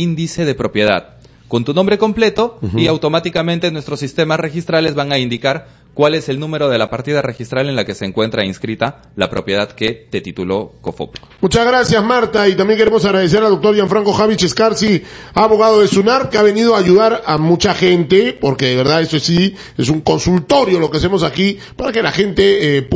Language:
Spanish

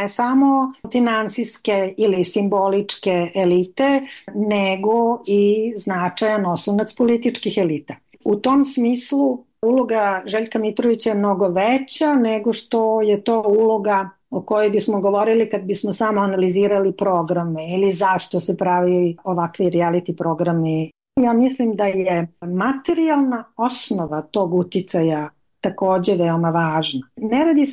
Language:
Serbian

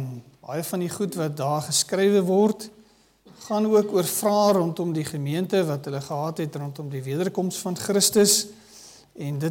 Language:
Afrikaans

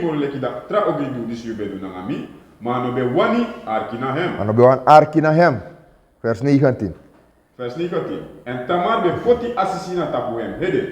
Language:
Sranan Tongo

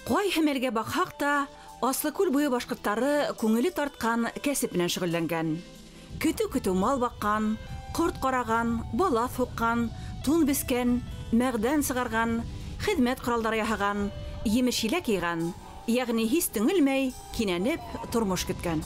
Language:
Bashkir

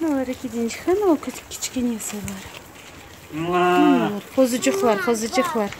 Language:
Crimean Tatar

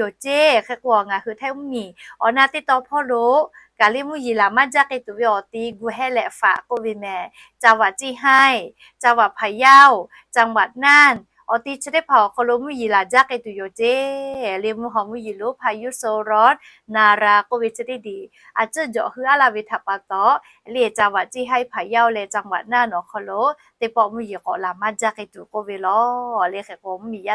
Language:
Lahu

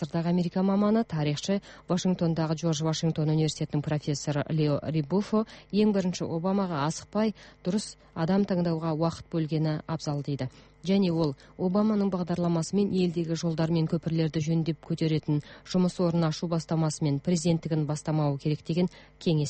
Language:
Kazakh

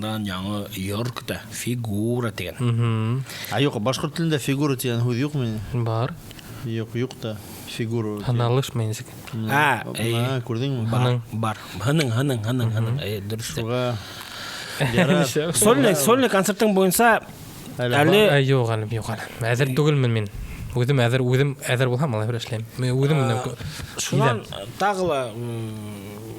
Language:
Bashkir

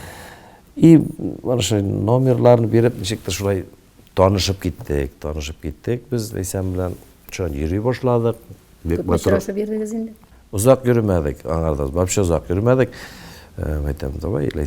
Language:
Tatar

